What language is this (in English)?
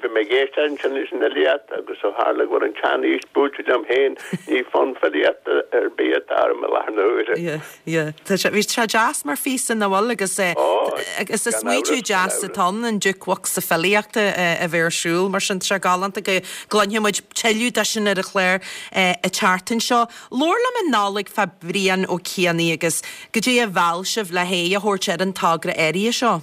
Irish